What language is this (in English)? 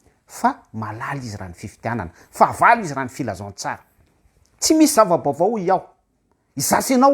Malagasy